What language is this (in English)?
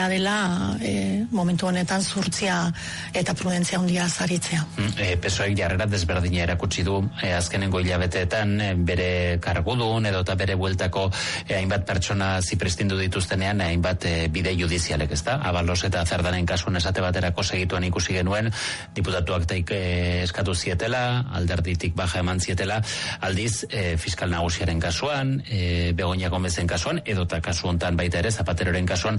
Basque